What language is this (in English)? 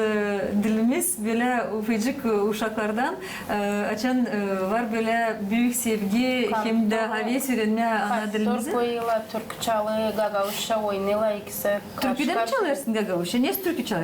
Gagauz